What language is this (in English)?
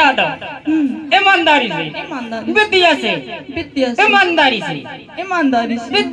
Chhattisgarhi